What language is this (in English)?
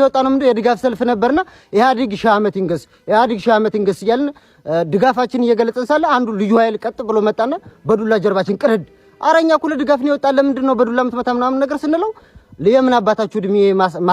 Amharic